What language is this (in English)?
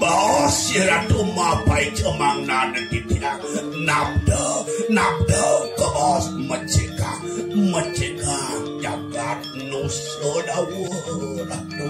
Balinese